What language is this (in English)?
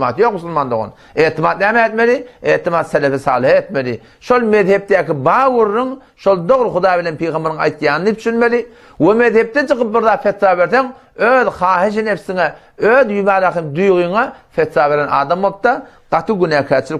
Turkmen